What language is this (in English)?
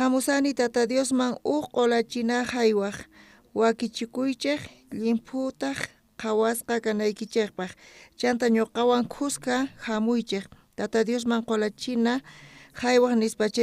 South Bolivian Quechua